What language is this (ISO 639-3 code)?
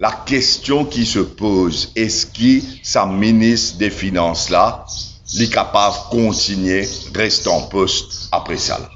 mfe